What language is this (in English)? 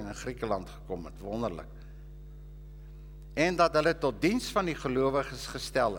Afrikaans